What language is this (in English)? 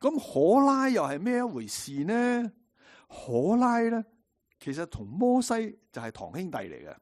Cantonese